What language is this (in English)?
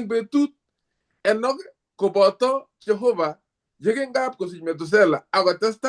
Kalenjin